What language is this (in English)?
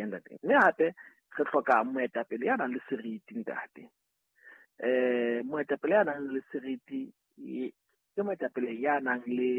Southern Sotho